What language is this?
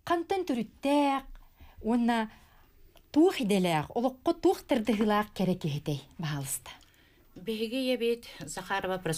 Yakut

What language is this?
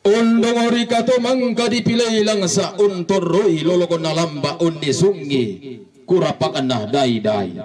Toraja-Sa'dan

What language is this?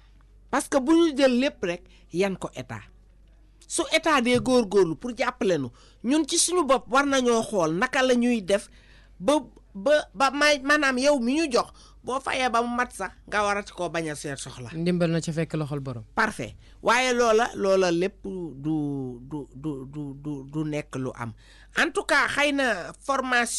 Wolof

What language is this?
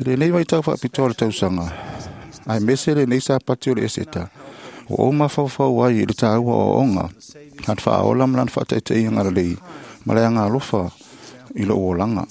Samoan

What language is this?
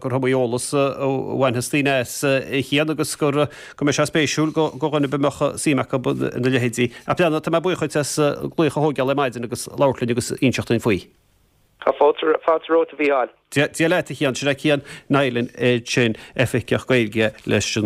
Irish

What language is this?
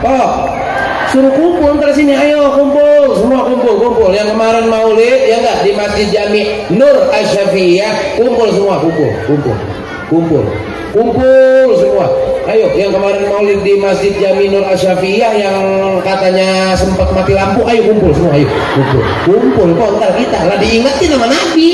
Betawi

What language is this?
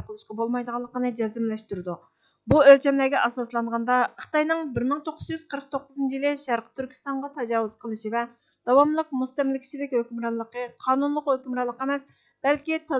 Uyghur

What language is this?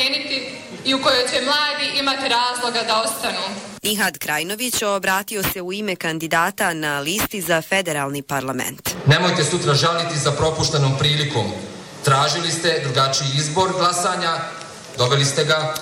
Bosnian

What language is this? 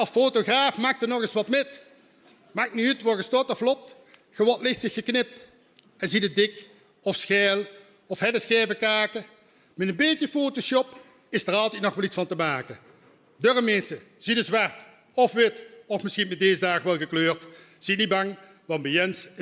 Limburgish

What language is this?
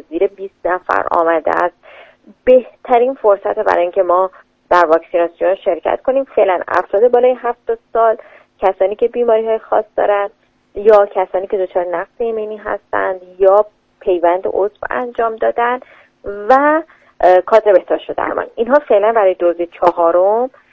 Persian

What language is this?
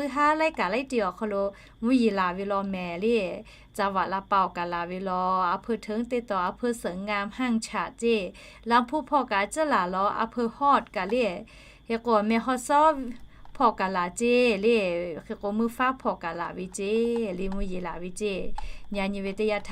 Lahu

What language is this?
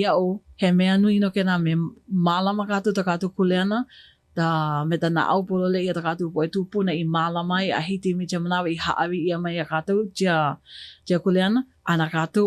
Hawaiian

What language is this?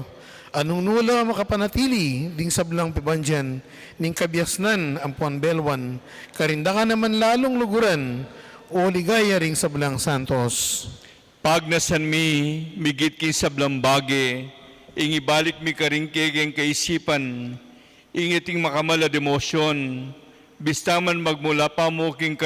Pampanga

